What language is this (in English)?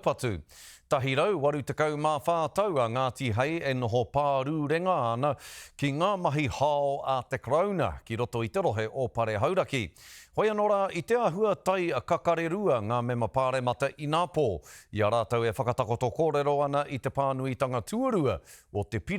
Māori